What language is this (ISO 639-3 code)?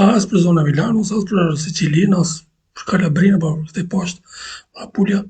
sqi